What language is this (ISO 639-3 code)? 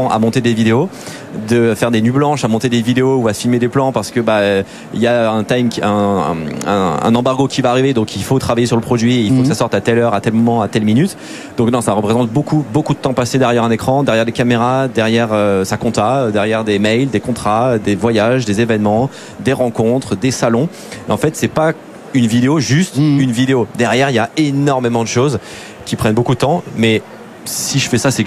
fra